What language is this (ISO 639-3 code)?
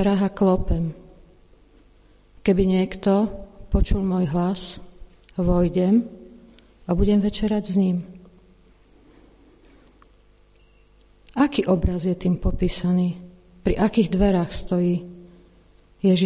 slk